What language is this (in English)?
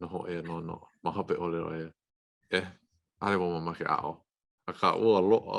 Hawaiian